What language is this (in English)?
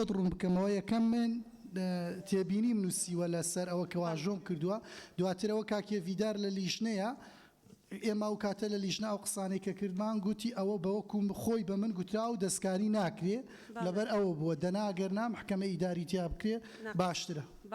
Central Kurdish